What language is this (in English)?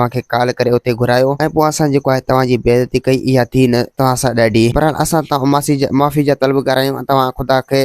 Sindhi